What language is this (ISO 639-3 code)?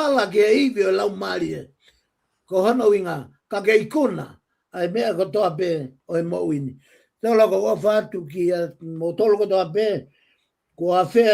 ton